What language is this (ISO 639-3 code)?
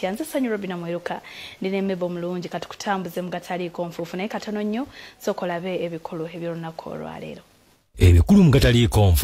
lug